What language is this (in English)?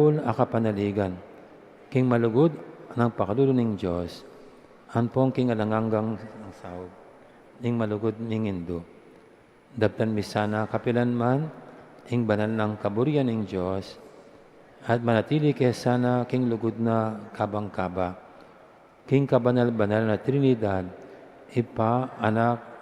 Pampanga